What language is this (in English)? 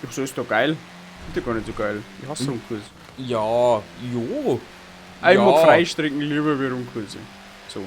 Bavarian